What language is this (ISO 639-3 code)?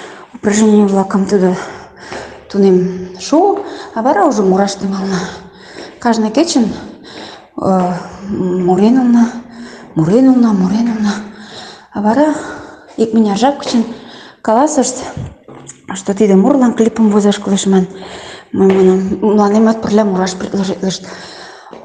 chm